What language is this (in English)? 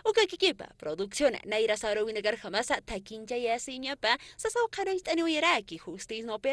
Aymara